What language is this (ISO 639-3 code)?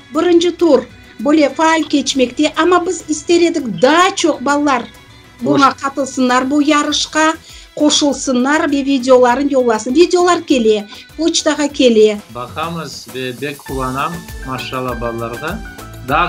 crh